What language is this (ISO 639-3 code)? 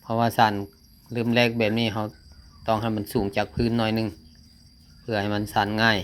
lao